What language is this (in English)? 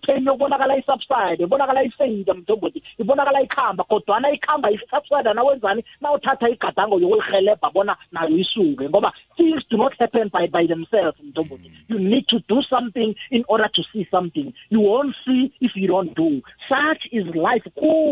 South Ndebele